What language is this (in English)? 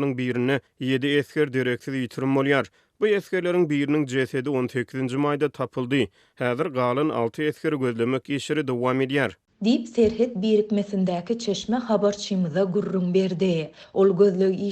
Turkmen